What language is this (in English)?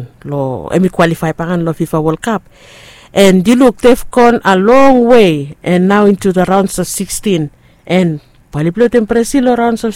Bislama